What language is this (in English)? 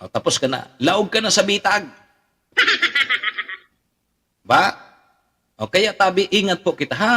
Bikol